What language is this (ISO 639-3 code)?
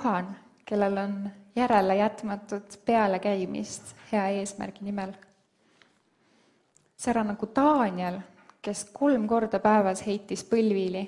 est